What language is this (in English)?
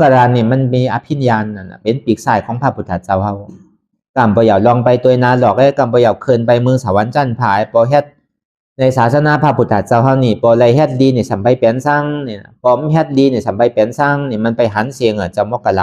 Shan